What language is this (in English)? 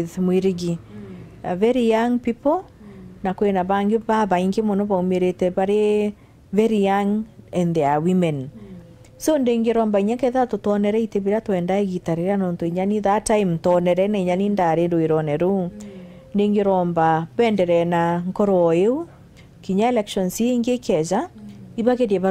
Meru